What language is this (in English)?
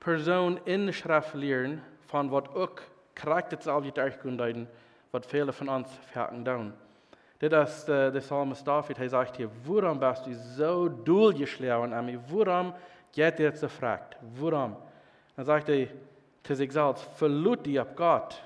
Plautdietsch